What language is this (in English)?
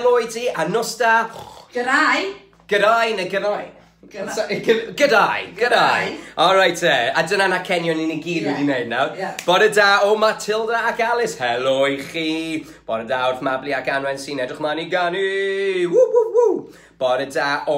Welsh